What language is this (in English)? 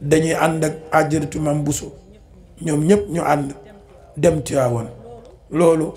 Wolof